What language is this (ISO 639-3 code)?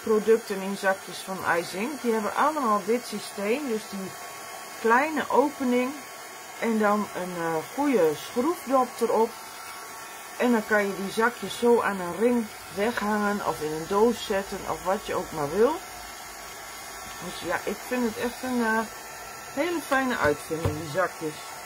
nld